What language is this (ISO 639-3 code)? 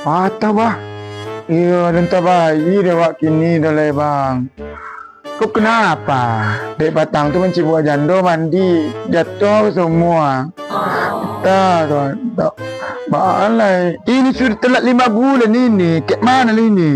min